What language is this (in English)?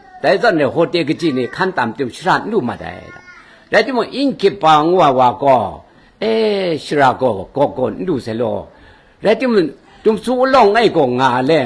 Kachin